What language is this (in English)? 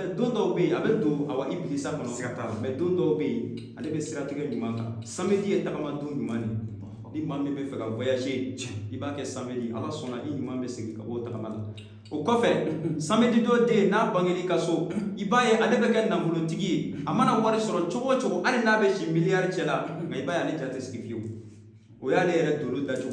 Bambara